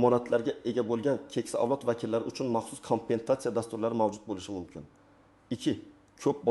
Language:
Uzbek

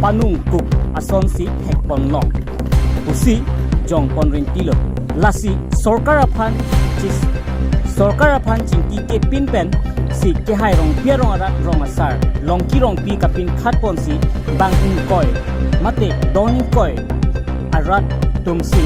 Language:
Karbi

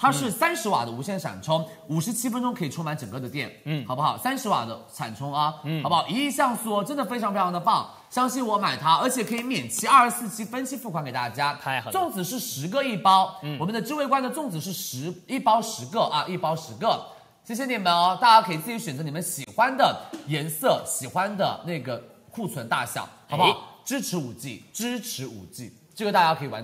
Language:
Chinese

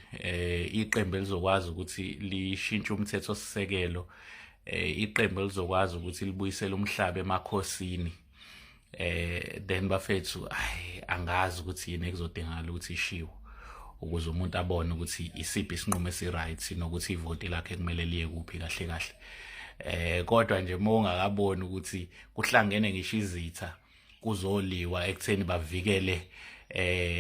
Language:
Zulu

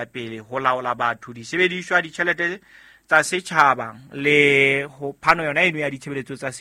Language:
Southern Sotho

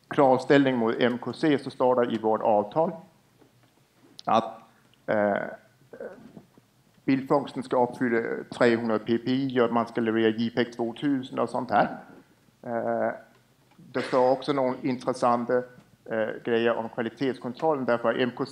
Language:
Swedish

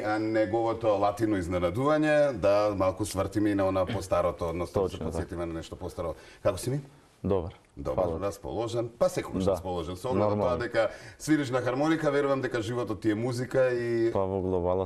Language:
Macedonian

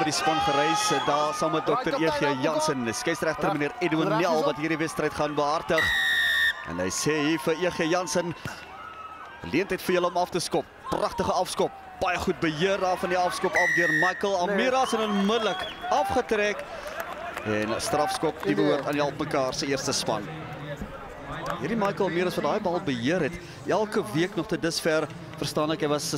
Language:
Afrikaans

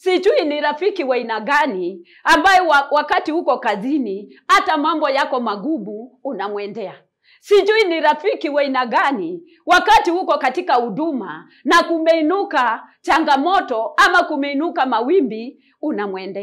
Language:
Swahili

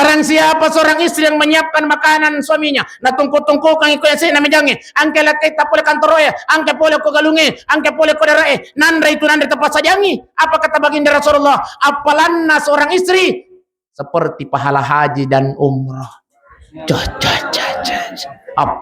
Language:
Buginese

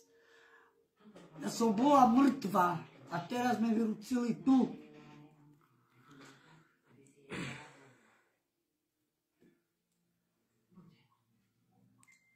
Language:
Slovak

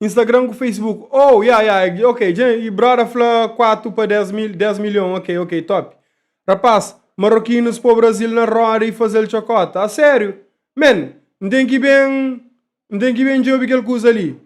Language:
Kabuverdianu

